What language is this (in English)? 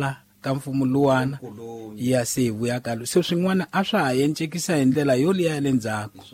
Tsonga